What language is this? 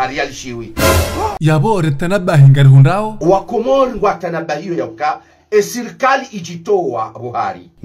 Ngazidja Comorian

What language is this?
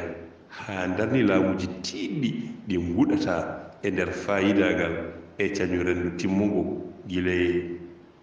Fula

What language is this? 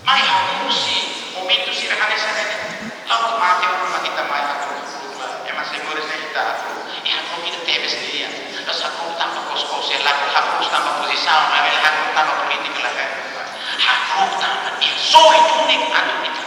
Tetum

